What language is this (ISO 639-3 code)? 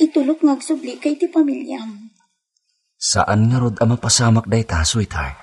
ilo